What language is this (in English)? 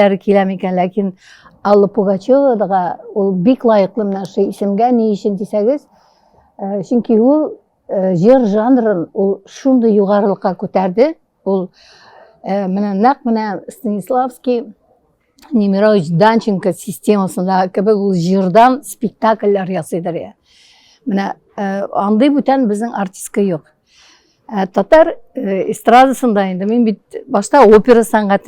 Tatar